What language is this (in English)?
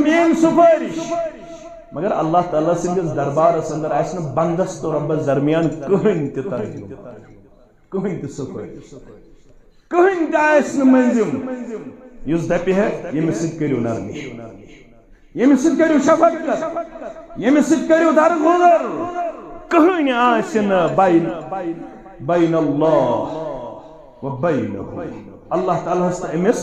Kashmiri